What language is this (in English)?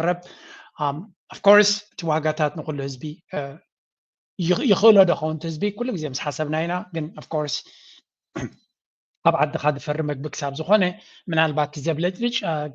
Tigrinya